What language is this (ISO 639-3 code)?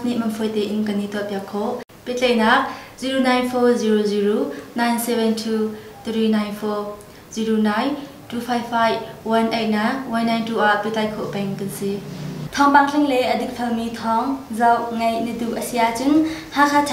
cnh